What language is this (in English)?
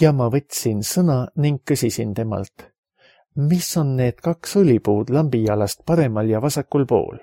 Estonian